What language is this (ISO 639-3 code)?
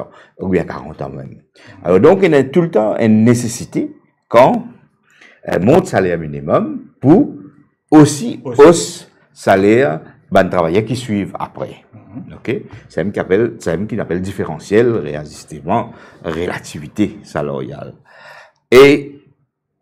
mfe